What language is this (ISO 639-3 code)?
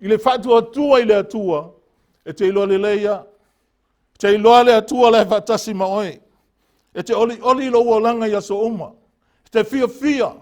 smo